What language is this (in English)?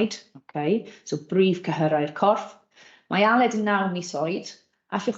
Welsh